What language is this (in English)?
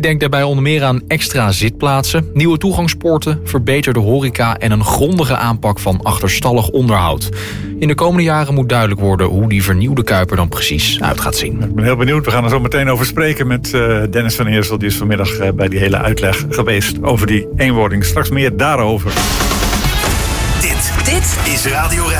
Dutch